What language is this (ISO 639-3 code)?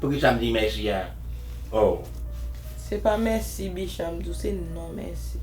hat